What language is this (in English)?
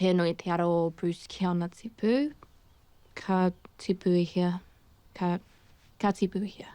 Māori